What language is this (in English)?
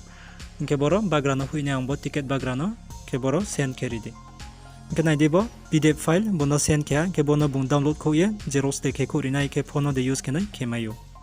Riang (India)